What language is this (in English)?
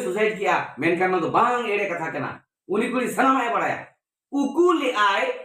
Santali